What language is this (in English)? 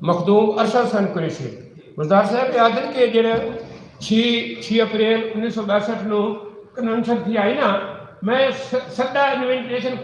Saraiki